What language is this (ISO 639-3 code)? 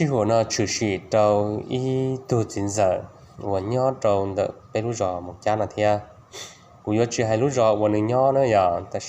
hmn